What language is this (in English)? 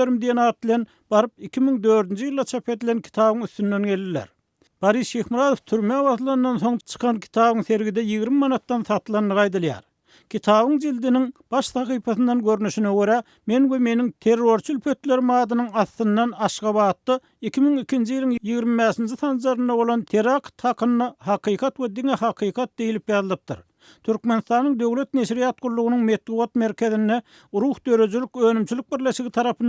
Turkmen